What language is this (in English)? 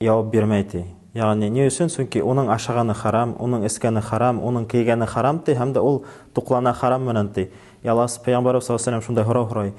Bashkir